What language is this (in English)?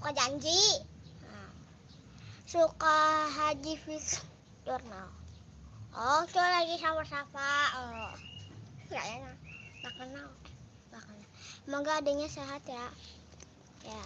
Betawi